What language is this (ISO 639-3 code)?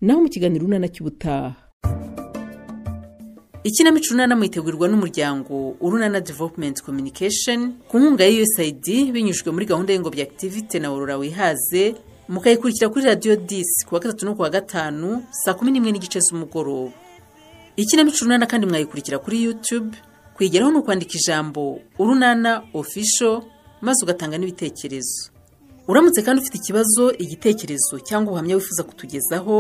kin